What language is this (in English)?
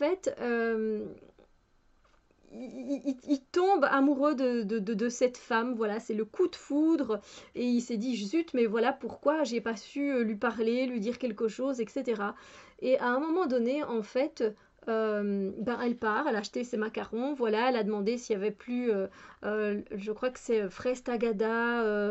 French